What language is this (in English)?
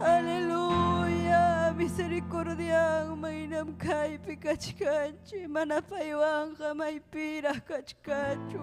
Ayacucho Quechua